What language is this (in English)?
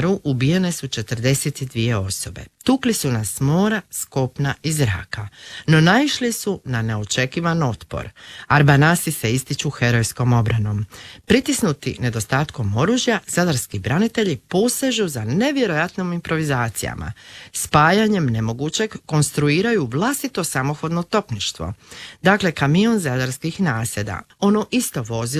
Croatian